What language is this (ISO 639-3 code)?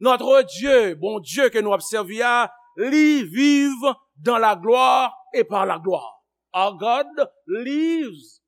hat